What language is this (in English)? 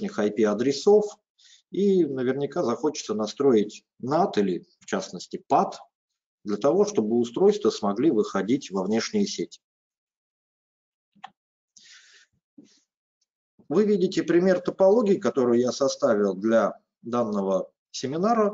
Russian